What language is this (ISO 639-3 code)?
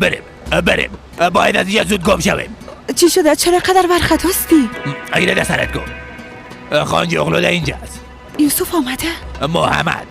fas